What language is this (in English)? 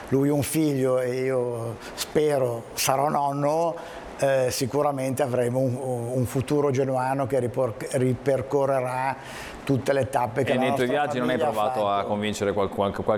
Italian